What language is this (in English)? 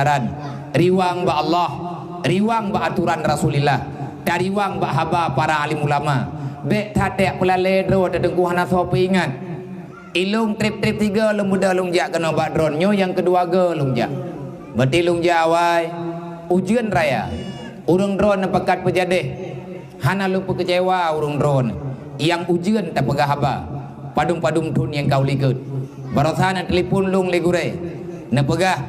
Achinese